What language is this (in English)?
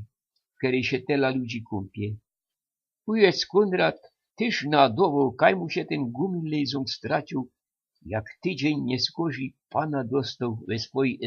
Silesian